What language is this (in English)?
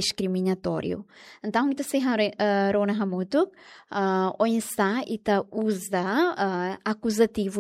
Tetum